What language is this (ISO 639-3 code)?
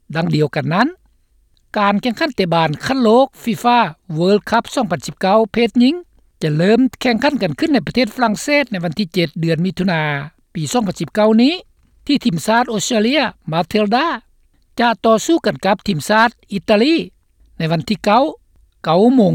lao